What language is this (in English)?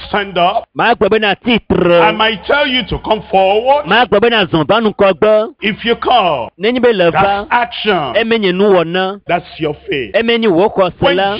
Ewe